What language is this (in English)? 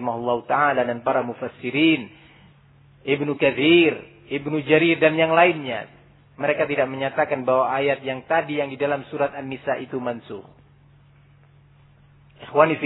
Indonesian